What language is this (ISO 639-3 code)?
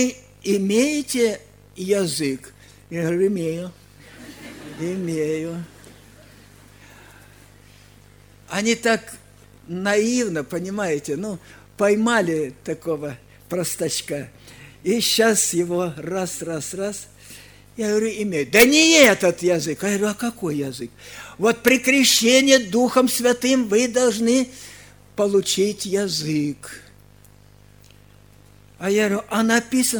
rus